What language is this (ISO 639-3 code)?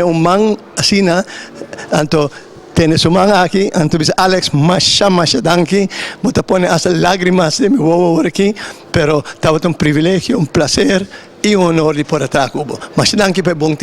pap